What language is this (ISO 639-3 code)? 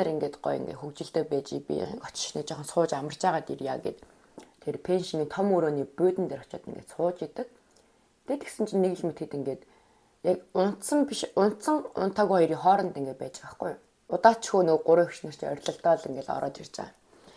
mon